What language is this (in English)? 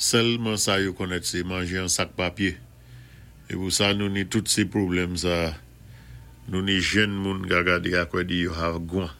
Saint Lucian Creole French